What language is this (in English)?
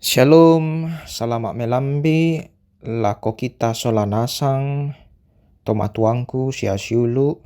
Toraja-Sa'dan